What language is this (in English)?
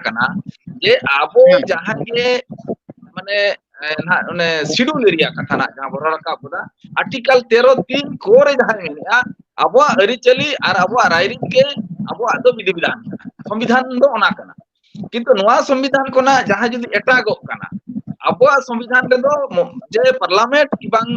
Santali